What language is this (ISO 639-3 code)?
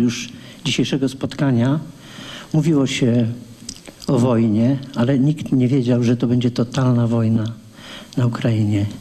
pol